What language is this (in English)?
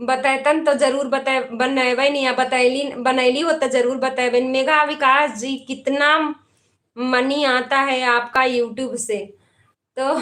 Magahi